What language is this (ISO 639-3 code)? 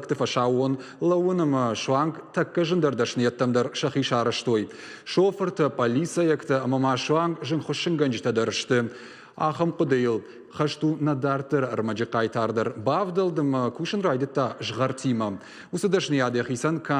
oss